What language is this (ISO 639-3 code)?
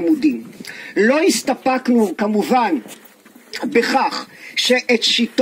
heb